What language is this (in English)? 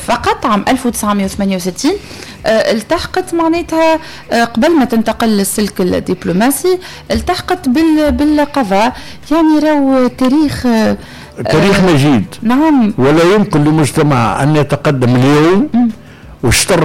Tunisian Arabic